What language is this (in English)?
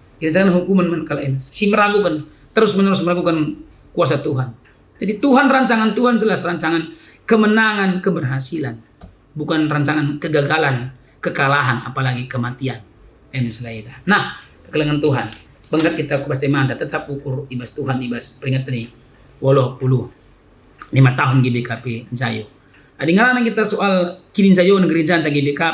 Batak Karo